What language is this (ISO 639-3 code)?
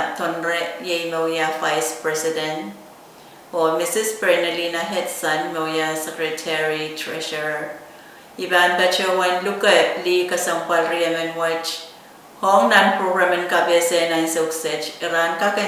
pon